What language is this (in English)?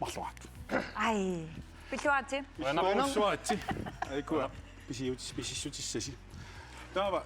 Kalaallisut